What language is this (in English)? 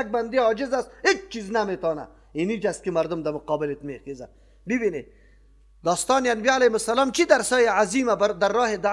Persian